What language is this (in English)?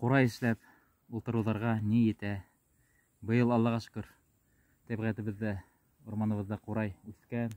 Bashkir